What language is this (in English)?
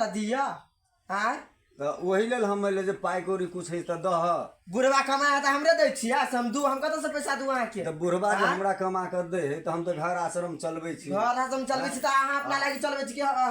Maithili